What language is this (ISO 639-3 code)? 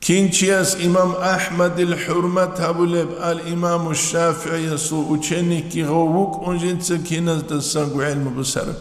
ava